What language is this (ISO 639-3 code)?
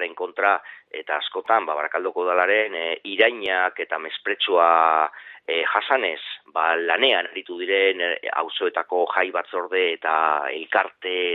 eus